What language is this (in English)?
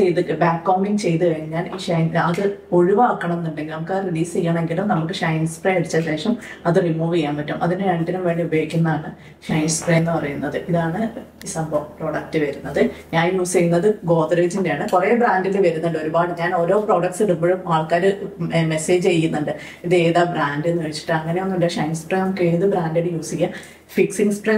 Malayalam